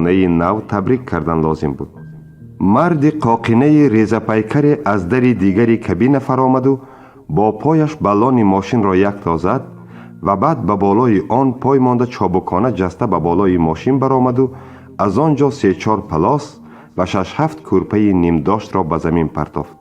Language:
Tajik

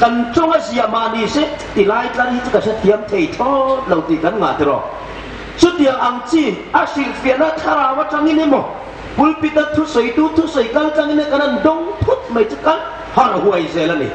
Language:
Hmar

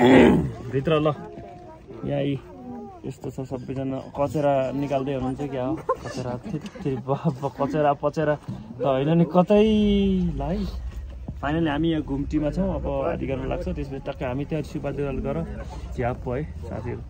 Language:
Nepali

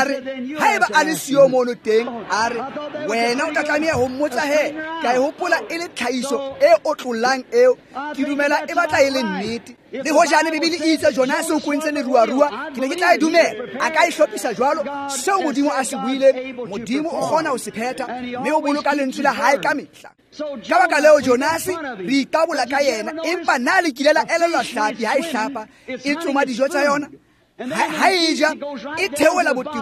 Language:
Tswana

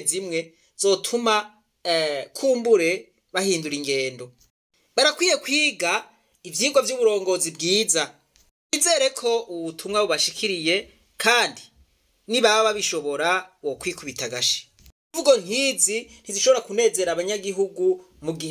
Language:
Rundi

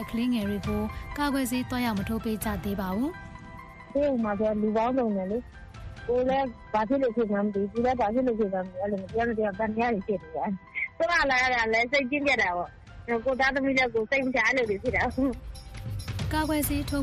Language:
Burmese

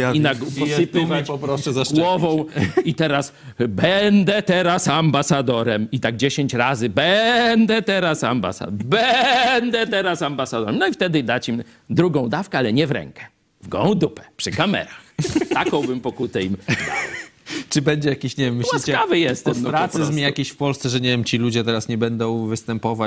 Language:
Polish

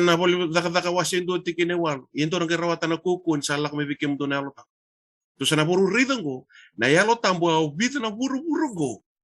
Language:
Fijian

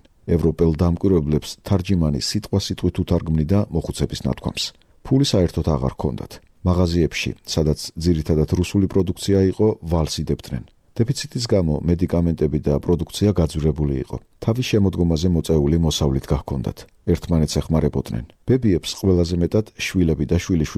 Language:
Georgian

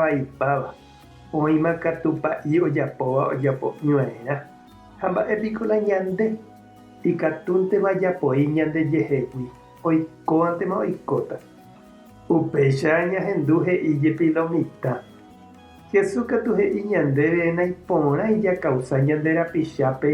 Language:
Guarani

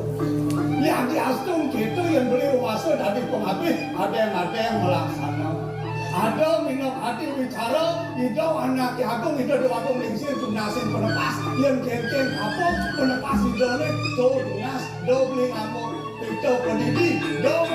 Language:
Balinese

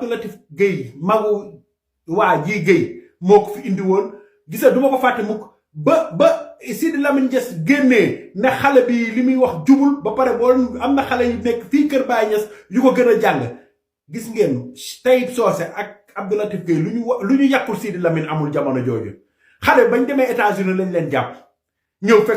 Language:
Wolof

